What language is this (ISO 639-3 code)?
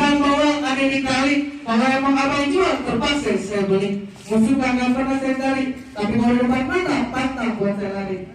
bew